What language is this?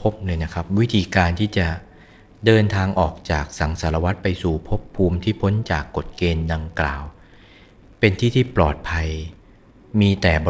Thai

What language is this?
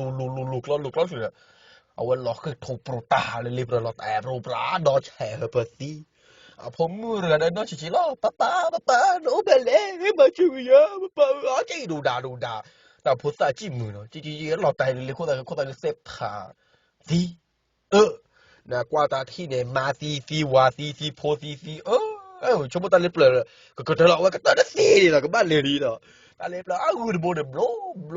S'gaw Karen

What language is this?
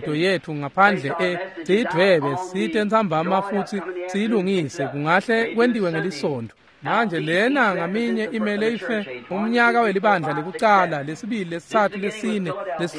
Swati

